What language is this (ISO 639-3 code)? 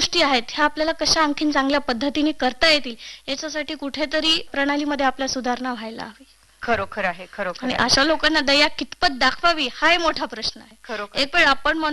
mar